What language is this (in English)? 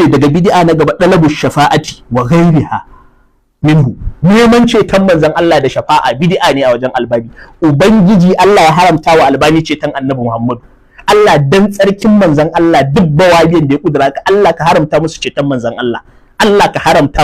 Hausa